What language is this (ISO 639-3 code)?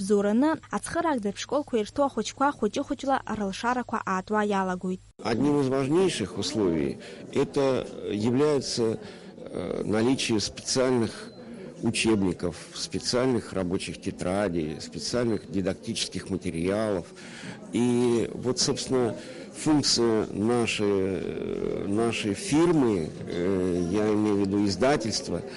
abk